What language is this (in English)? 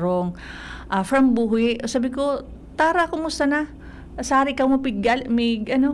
Bikol